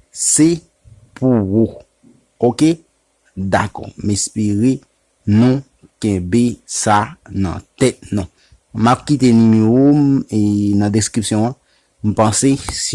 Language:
Haitian Creole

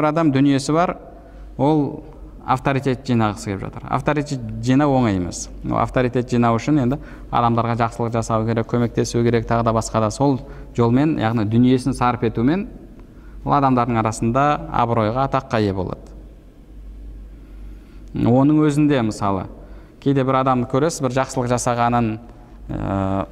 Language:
Kazakh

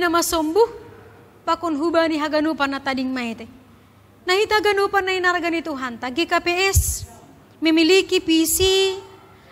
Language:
Batak Simalungun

